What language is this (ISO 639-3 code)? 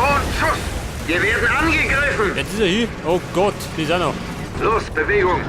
bar